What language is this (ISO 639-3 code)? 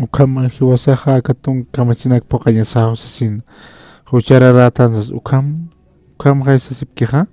aym